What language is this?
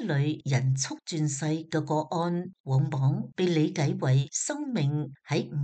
Cantonese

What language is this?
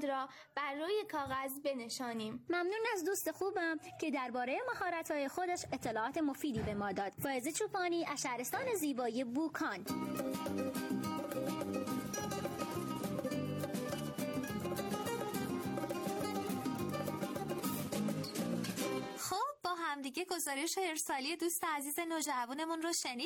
Persian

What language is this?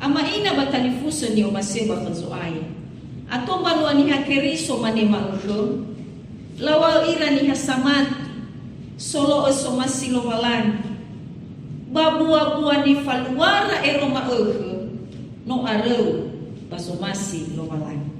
Nias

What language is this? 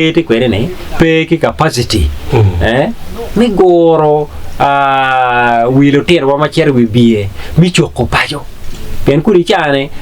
Acoli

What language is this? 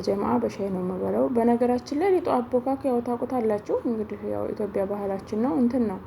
Amharic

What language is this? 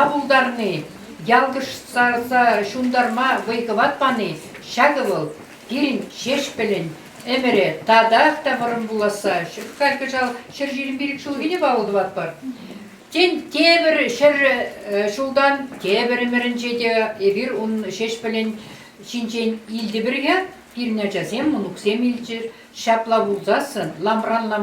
Chuvash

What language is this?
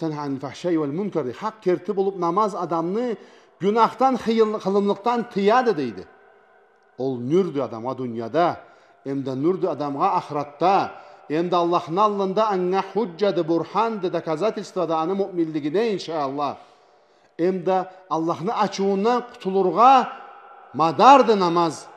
Karachay-Balkar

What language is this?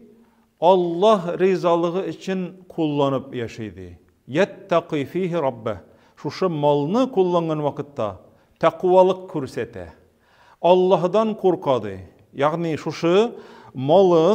Tatar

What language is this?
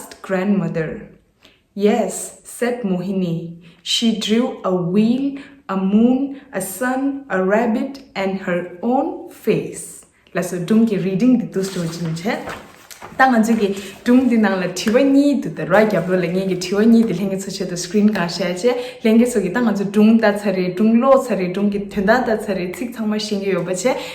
Tibetan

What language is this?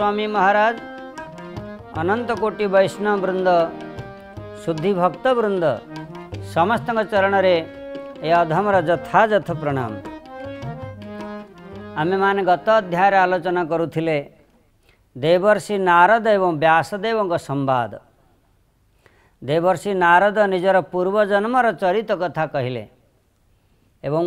Odia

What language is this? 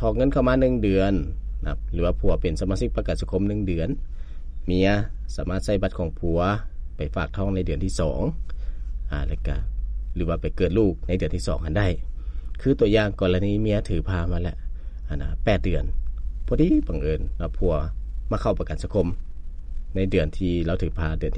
Lao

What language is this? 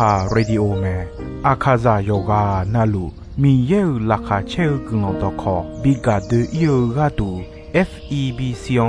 Akha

